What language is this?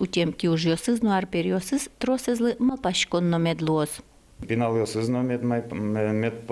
Udmurt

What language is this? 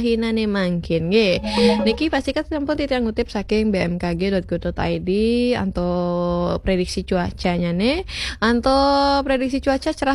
Balinese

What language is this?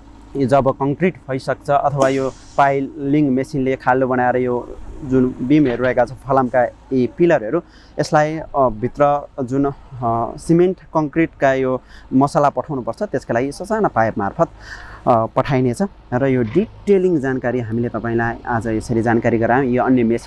Nepali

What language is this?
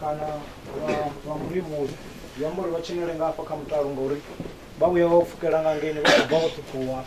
Venda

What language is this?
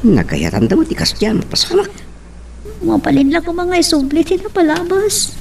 Iloko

